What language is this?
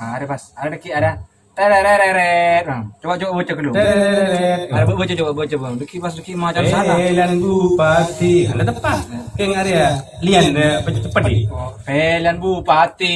Madurese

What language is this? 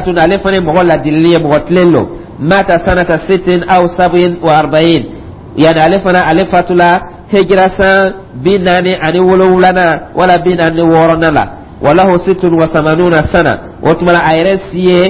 Dyula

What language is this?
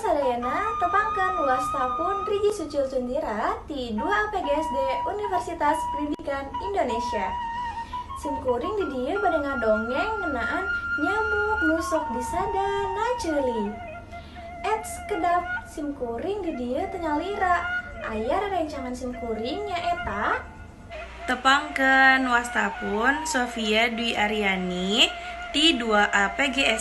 Sundanese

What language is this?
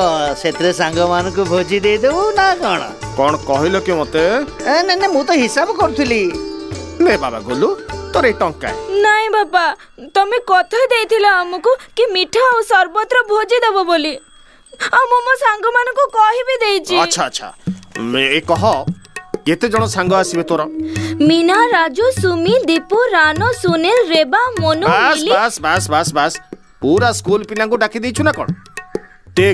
Odia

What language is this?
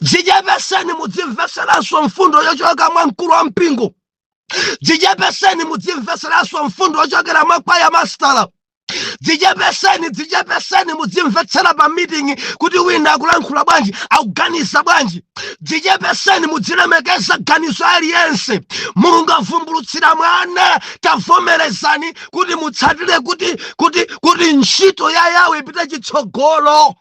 Nyanja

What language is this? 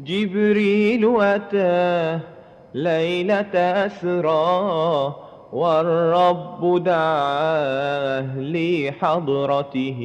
Madurese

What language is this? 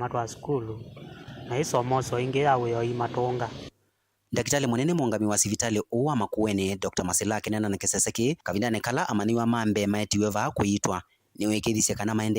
Kamba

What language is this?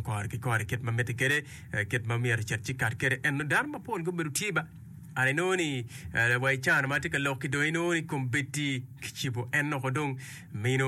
Acoli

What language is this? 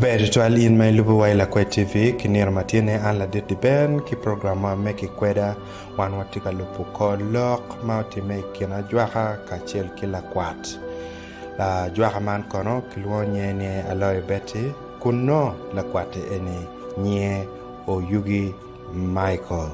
Acoli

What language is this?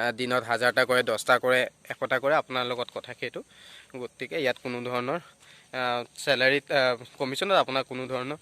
Assamese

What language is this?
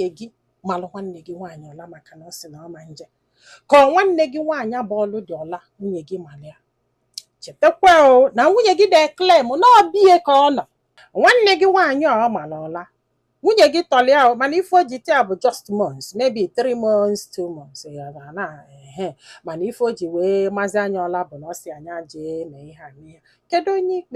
Igbo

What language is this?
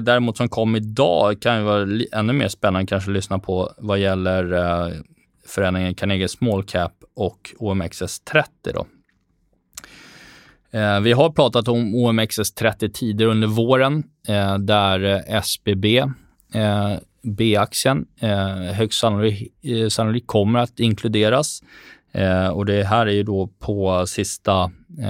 Swedish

